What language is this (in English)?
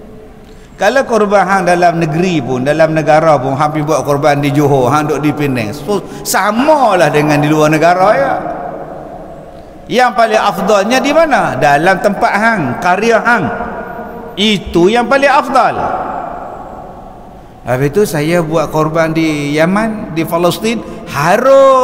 Malay